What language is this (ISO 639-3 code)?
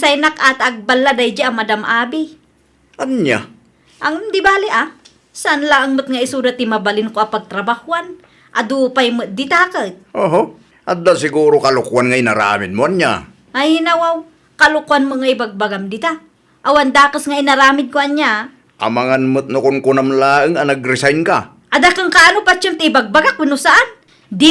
ilo